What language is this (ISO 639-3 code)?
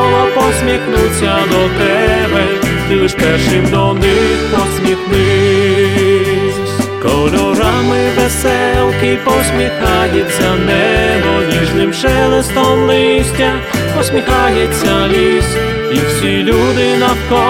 ukr